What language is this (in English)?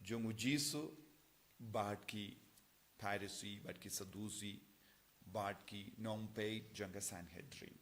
Khasi